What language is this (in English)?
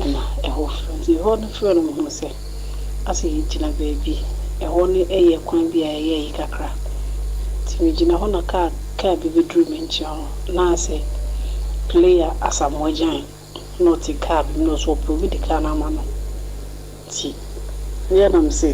Akan